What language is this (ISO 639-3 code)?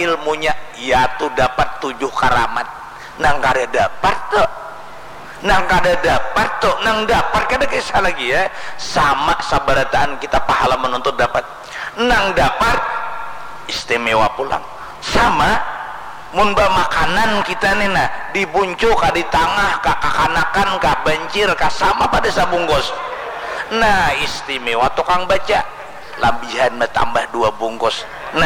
bjn